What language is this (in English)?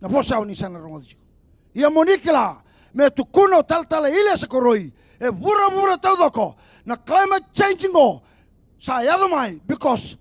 Fijian